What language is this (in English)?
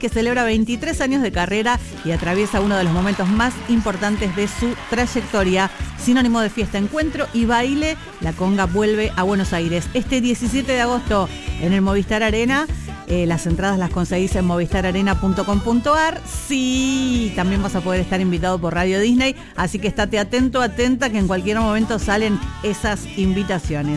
Spanish